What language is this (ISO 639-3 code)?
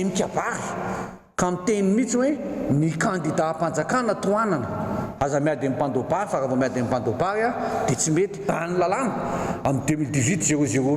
mlg